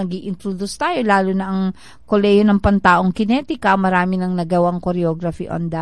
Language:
Filipino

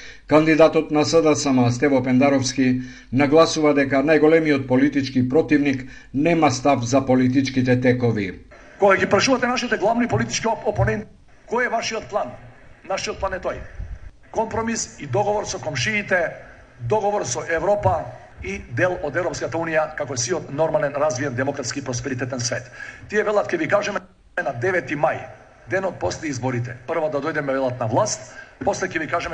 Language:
Macedonian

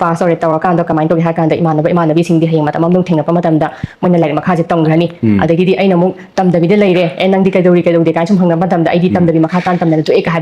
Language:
Manipuri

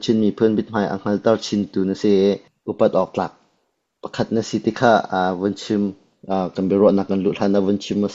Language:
Hakha Chin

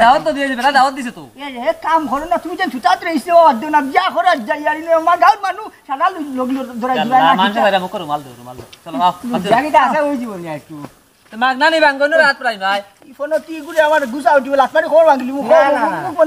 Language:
Sylheti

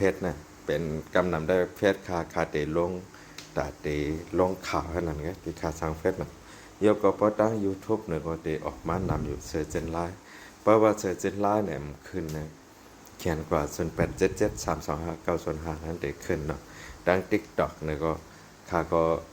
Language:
Shan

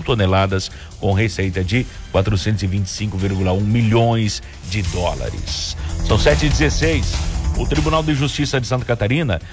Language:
Portuguese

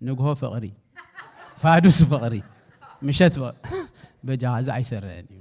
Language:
Tigrinya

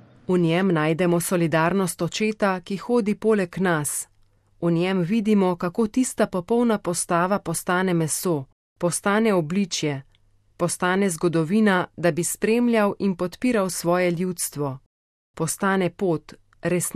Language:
Slovenian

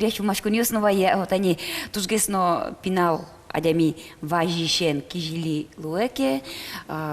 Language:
Udmurt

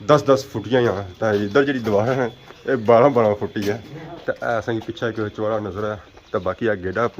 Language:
Pahari-Potwari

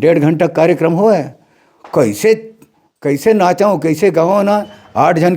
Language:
Chhattisgarhi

